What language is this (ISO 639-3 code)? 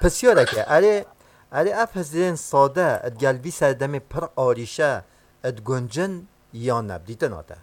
kur